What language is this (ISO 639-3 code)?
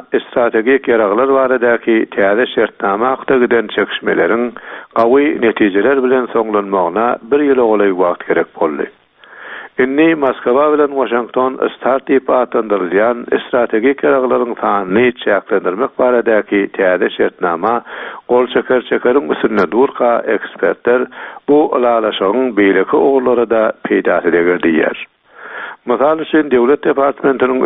tuk